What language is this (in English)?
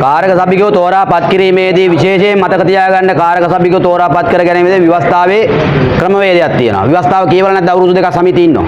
Sinhala